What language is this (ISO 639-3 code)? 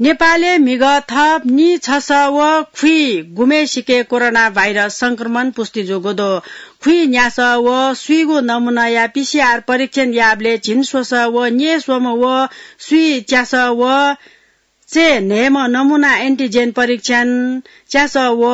new